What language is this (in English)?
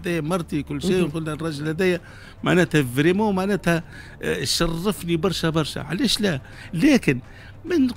Tunisian Arabic